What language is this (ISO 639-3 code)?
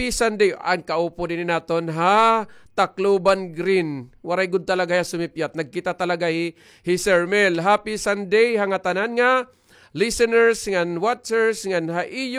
war